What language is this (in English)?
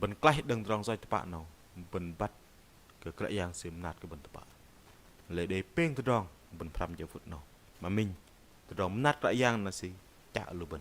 Bahnar